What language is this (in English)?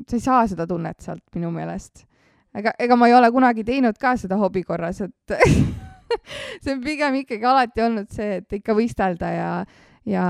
Estonian